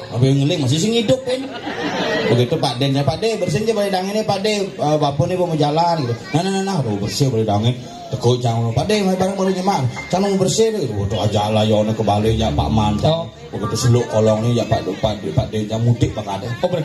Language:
Balinese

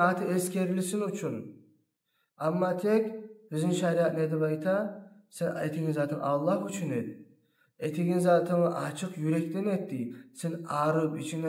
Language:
Kumyk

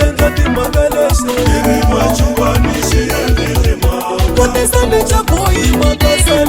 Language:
Tsonga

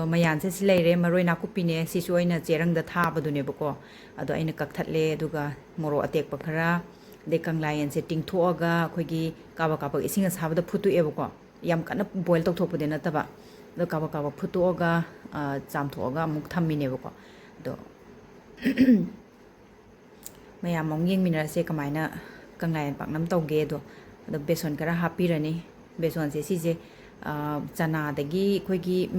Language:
Manipuri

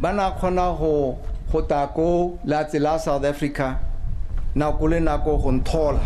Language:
Tswana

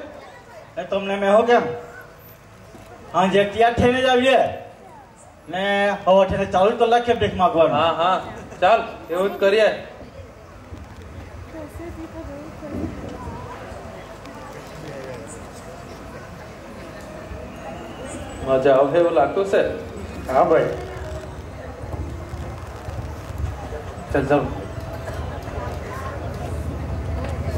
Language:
Gujarati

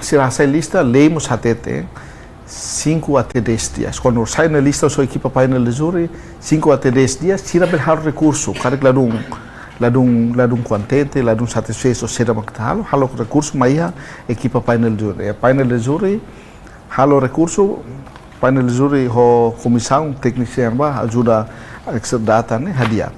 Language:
Tetum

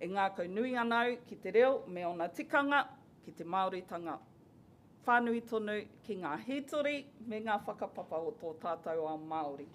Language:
Māori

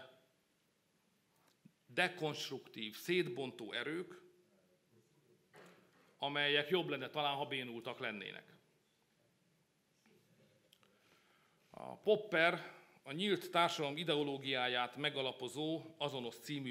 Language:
Hungarian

